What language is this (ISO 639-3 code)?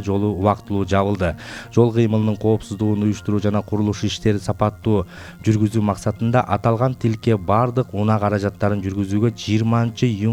kir